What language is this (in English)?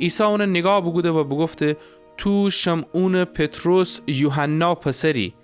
Gilaki